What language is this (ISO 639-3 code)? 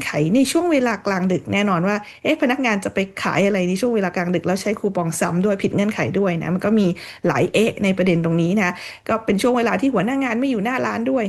tha